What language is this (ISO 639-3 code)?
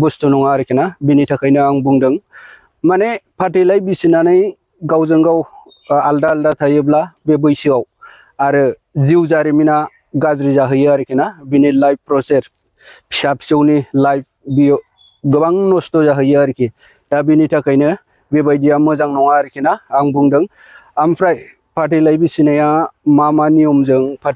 brx